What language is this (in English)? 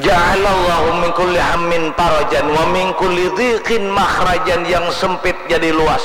Banjar